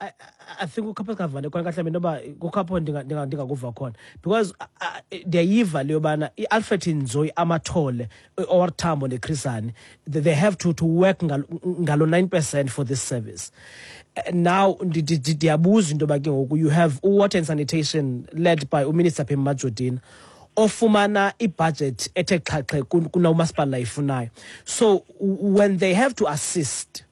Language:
Xhosa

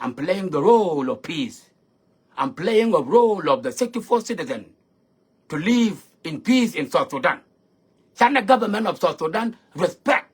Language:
Nuer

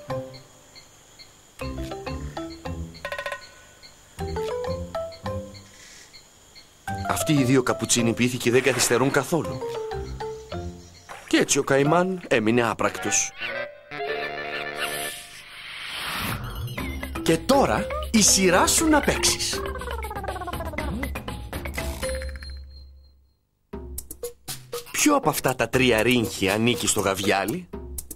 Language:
Greek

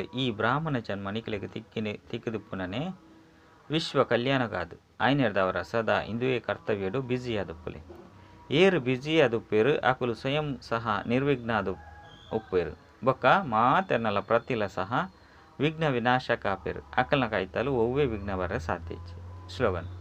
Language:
Tulu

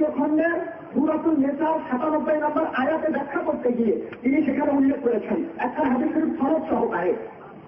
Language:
Bangla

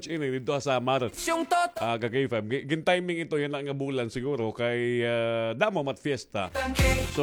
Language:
Waray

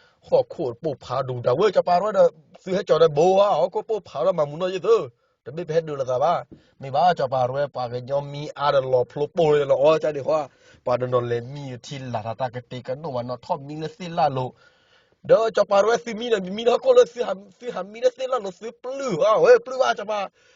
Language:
S'gaw Karen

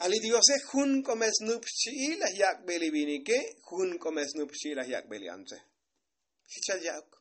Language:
Tzotzil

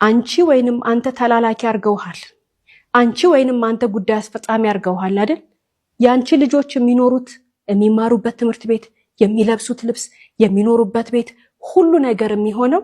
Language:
Amharic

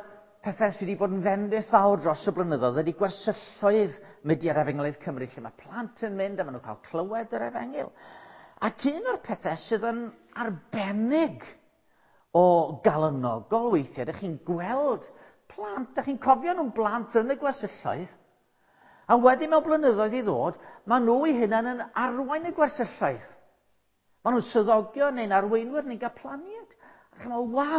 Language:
Welsh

